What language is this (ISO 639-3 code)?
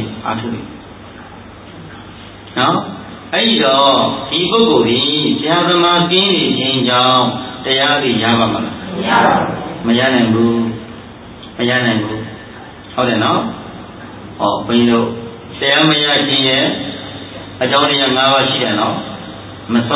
mya